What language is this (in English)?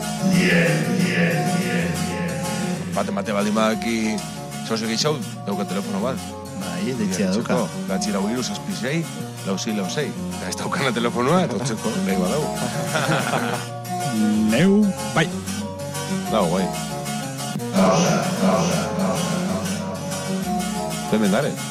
Basque